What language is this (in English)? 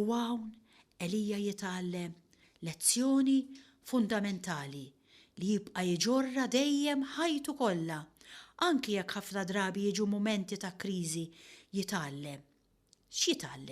Maltese